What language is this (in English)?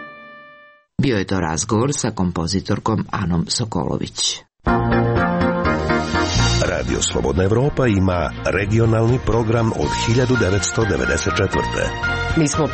Serbian